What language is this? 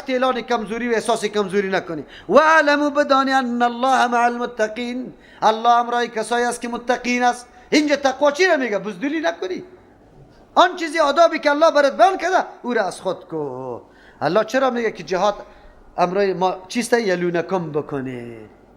Persian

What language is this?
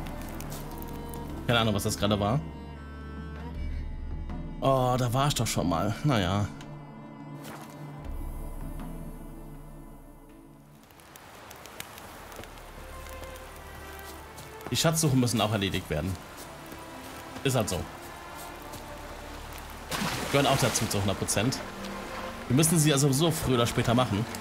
German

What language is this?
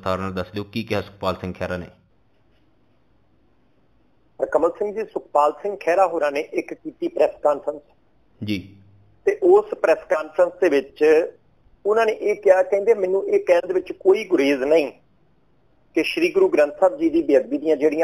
Punjabi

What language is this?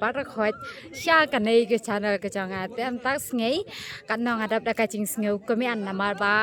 Khasi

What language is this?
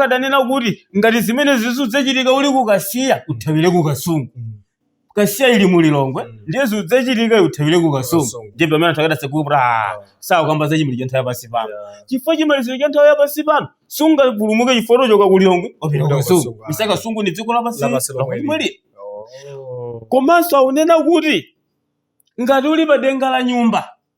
Nyanja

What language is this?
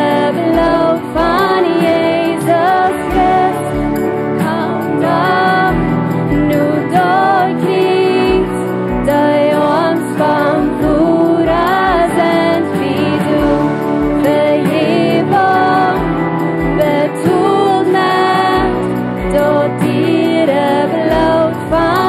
Plautdietsch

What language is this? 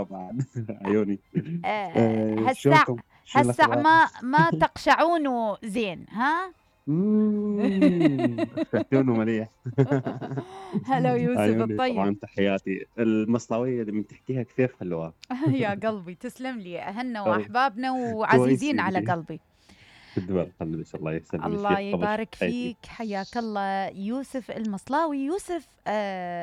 Mesopotamian Arabic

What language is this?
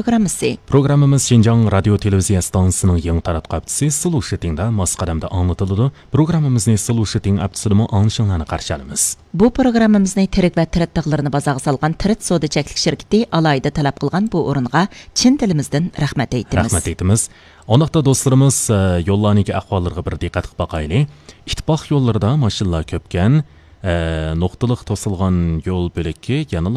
Uyghur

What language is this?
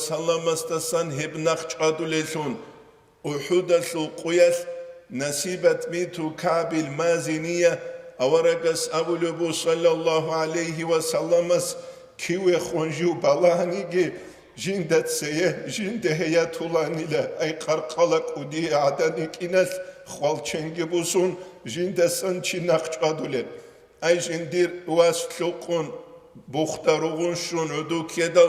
Avaric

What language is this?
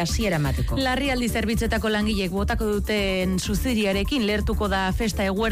Basque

